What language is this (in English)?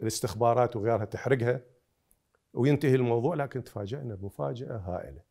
Mesopotamian Arabic